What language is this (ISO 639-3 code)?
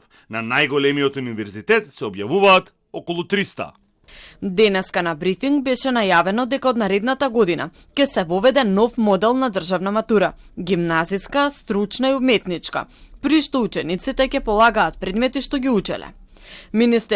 mkd